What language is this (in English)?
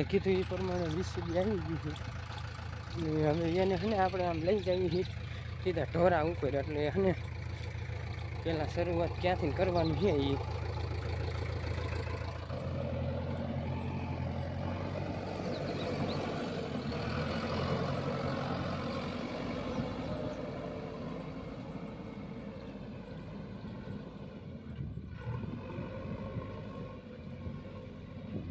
Gujarati